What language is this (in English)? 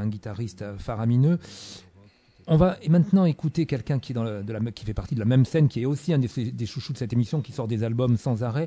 French